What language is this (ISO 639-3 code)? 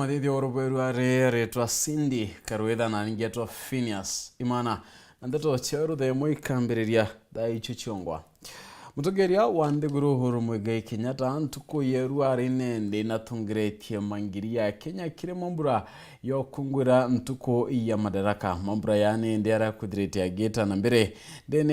mer